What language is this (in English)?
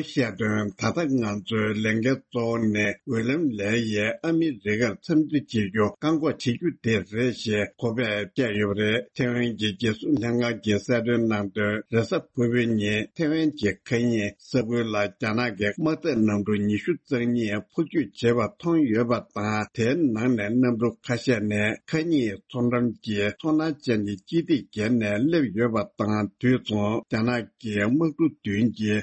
Tibetan